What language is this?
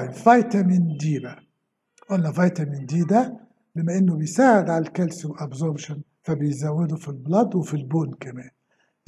Egyptian Arabic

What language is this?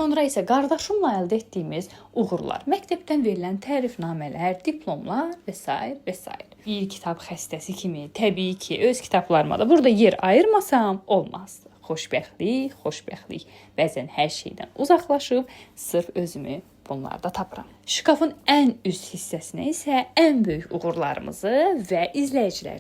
Azerbaijani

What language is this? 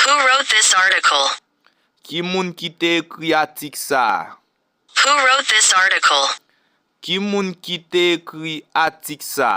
Haitian Creole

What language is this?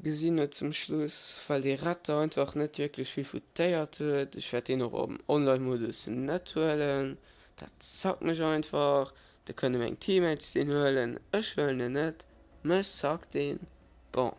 Luxembourgish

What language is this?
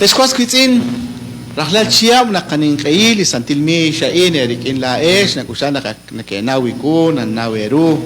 Kekchí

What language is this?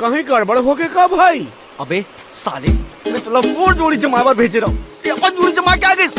Chhattisgarhi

